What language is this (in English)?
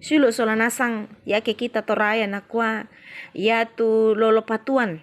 Toraja-Sa'dan